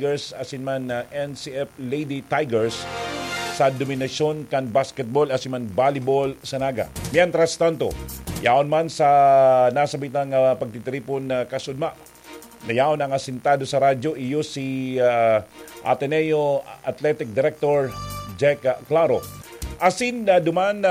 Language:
Bikol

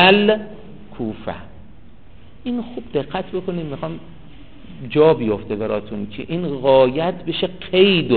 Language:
Persian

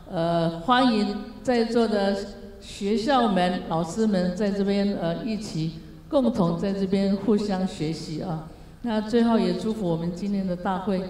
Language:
Chinese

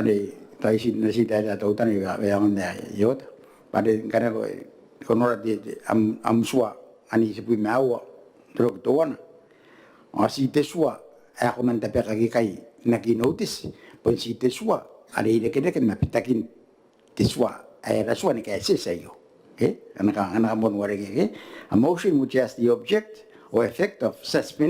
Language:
Gilbertese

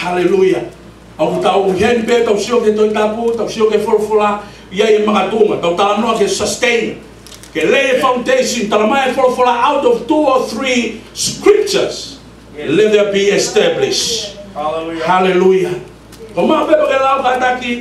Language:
Tongan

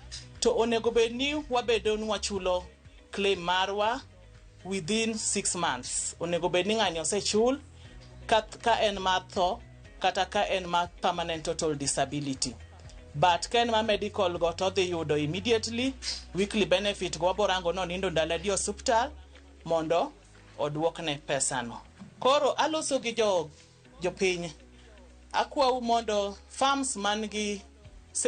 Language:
Luo (Kenya and Tanzania)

